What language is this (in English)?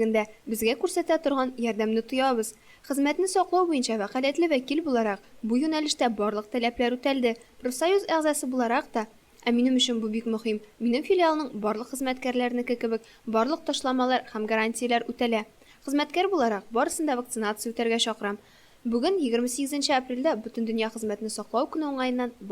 Tatar